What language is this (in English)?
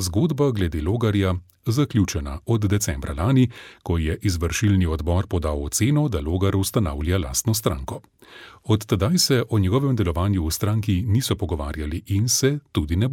Slovenian